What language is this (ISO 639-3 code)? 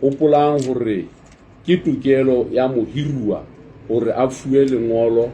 sot